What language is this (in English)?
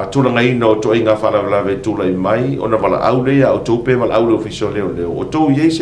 Samoan